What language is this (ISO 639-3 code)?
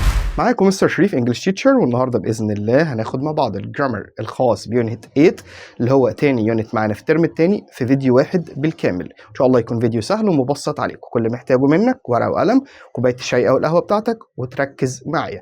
arz